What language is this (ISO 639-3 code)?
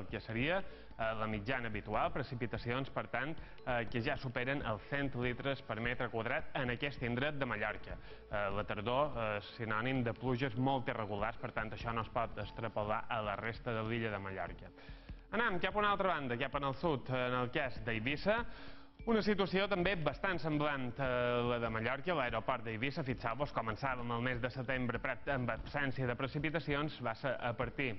cat